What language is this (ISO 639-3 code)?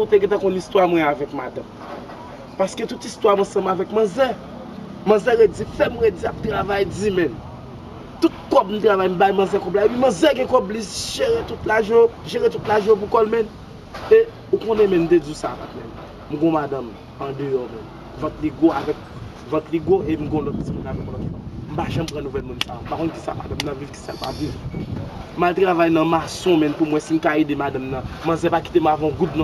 hat